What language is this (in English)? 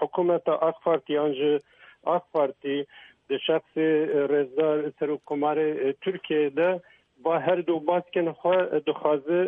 Kurdish